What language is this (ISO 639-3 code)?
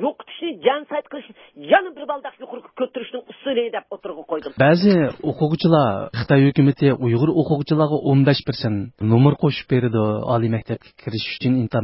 uig